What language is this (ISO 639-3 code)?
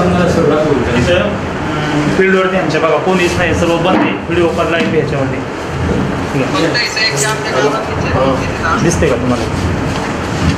mar